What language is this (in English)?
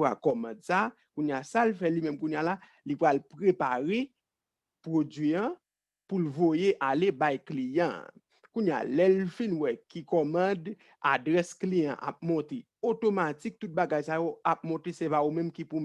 Haitian Creole